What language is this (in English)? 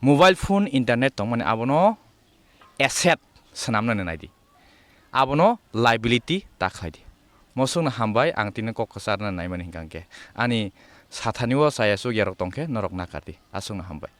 Kok Borok